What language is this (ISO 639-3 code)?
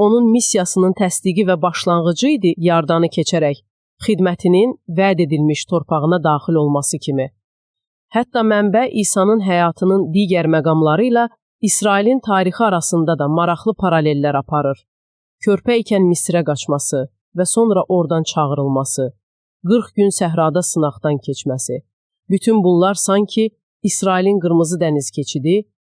aze